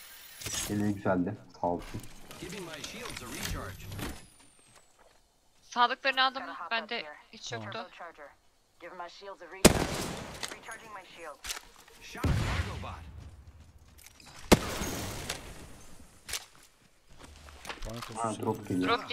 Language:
Turkish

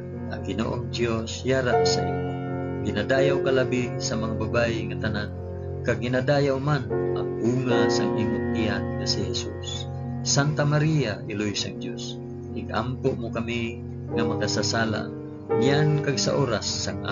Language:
Hiligaynon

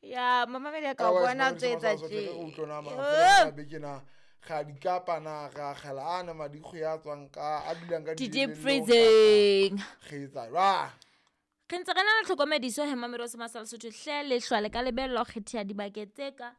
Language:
Southern Sotho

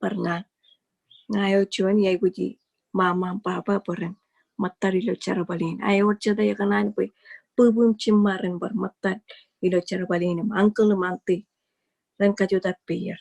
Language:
Marshallese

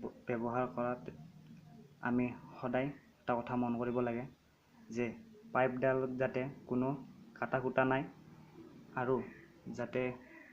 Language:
Assamese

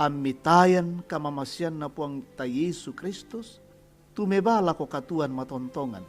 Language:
Toraja-Sa'dan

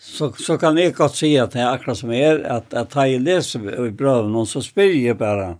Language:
Faroese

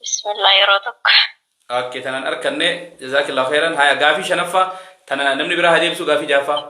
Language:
Oromo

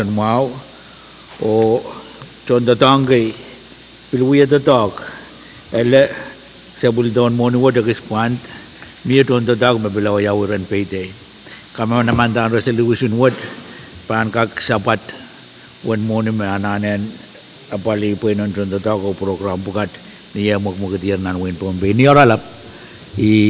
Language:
Pohnpeian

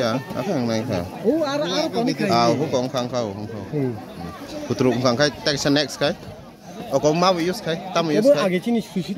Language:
Kok Borok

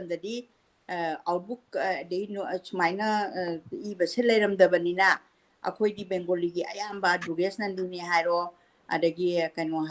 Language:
Manipuri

